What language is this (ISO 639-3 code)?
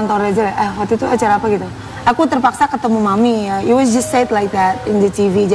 ind